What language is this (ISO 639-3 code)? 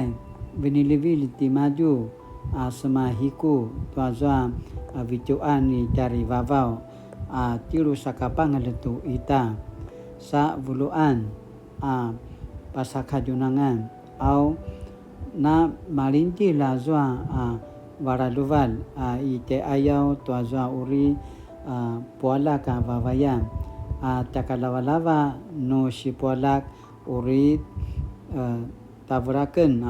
pwn